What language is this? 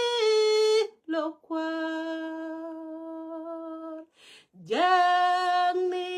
Nuer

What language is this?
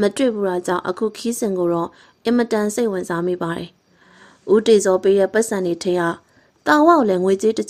Burmese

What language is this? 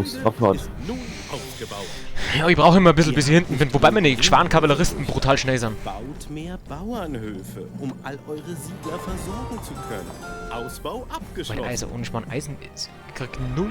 Bavarian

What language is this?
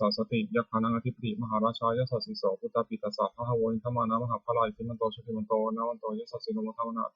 Pali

